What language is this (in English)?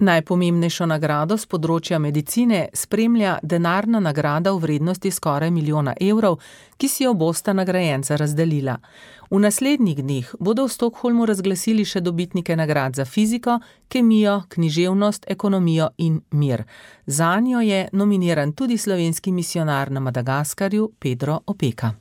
Slovenian